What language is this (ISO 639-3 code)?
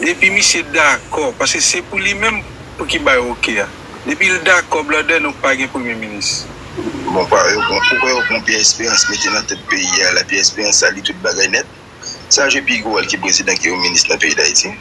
hat